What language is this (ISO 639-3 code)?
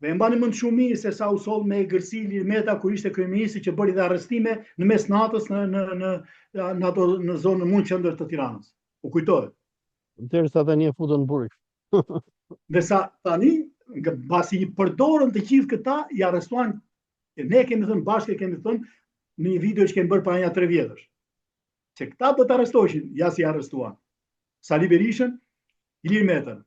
sqi